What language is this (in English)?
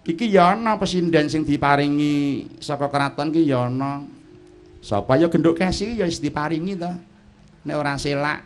Javanese